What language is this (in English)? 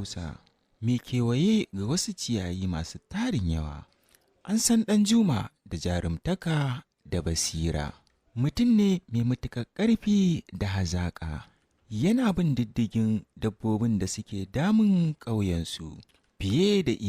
Hausa